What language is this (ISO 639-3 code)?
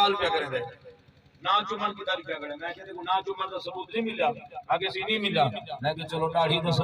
skr